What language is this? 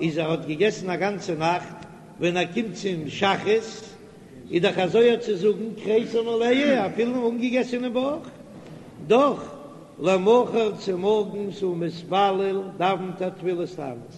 Yiddish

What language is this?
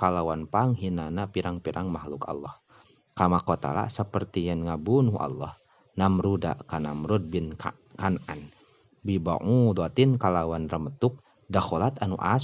Sundanese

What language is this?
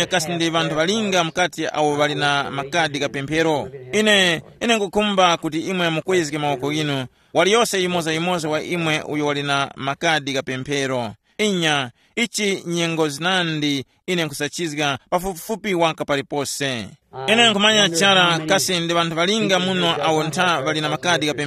Tumbuka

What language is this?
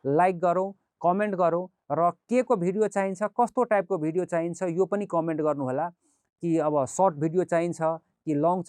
Nepali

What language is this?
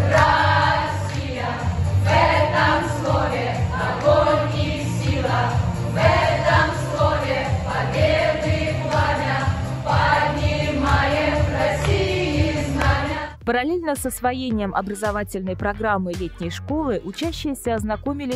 Russian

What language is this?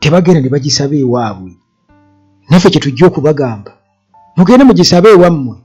Ganda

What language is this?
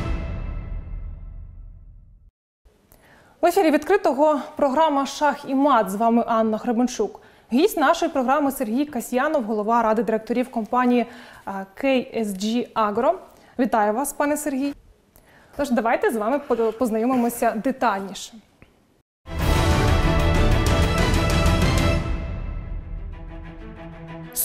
Ukrainian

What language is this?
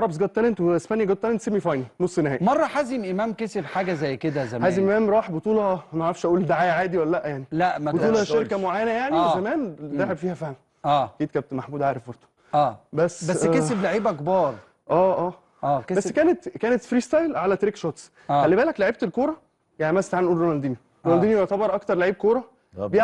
Egyptian Arabic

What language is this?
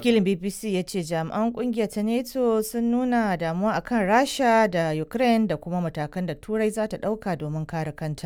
Hausa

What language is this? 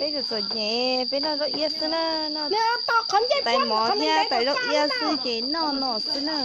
Hmong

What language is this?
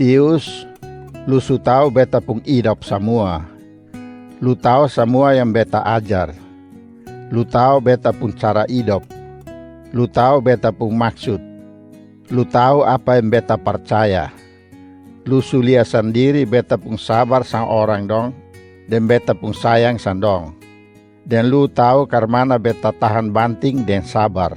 Kupang Malay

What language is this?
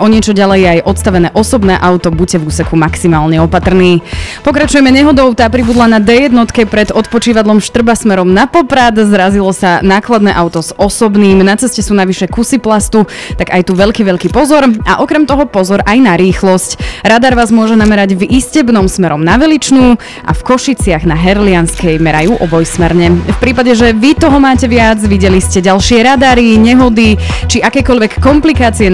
Slovak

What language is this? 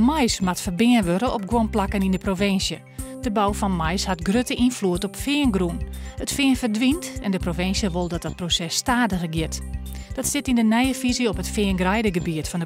Western Frisian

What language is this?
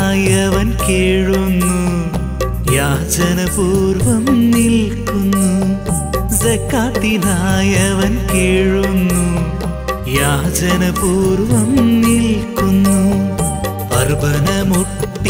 Malayalam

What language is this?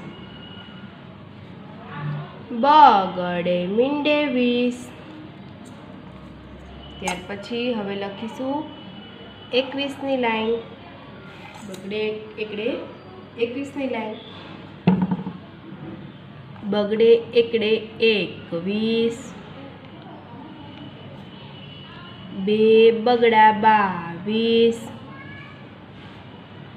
Gujarati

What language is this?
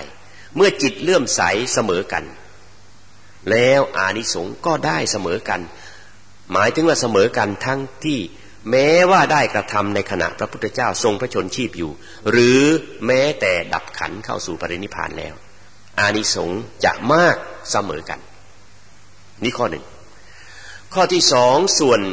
Thai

